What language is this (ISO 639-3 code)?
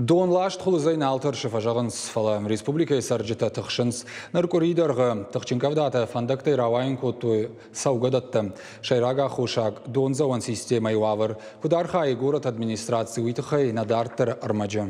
oss